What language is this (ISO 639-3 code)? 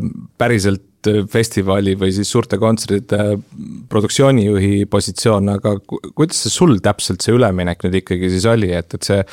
est